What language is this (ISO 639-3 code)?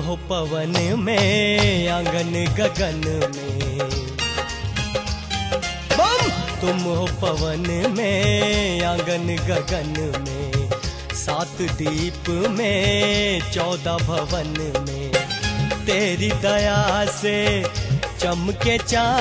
hin